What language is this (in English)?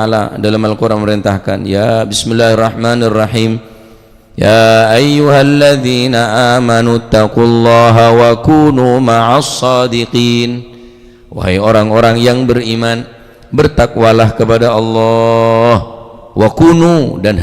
Madurese